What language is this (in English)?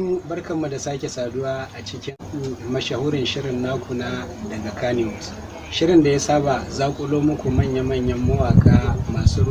Hausa